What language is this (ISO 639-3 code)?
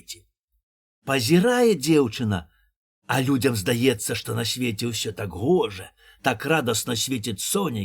bel